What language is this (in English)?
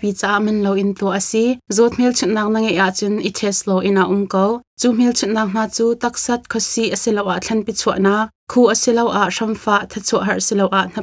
Hakha Chin